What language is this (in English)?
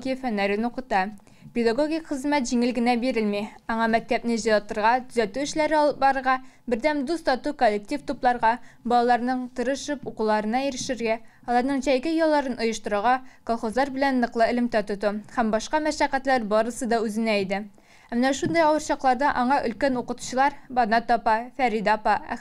Tatar